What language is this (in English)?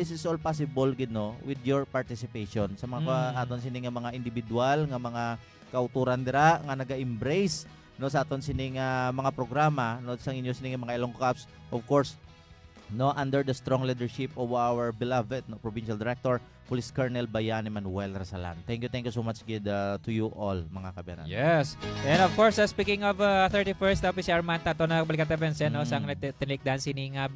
Hiligaynon